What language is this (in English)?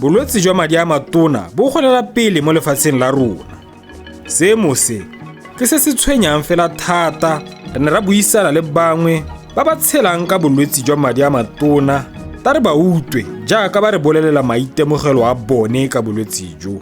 Tswana